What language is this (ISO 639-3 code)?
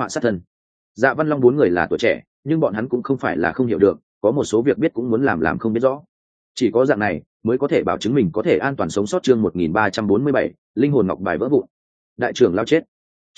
vie